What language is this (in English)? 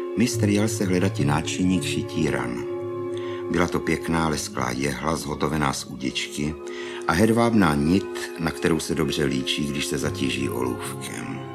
Czech